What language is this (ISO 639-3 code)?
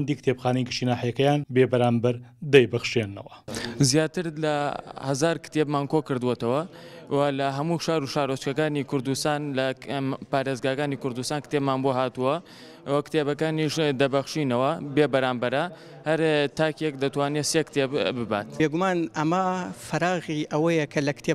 ckb